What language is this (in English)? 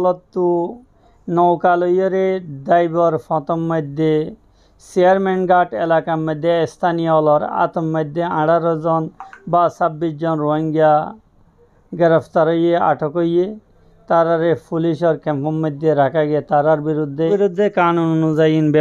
Rohingya